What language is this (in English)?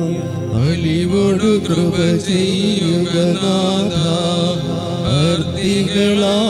Malayalam